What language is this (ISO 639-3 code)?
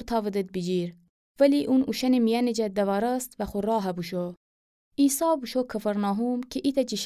glk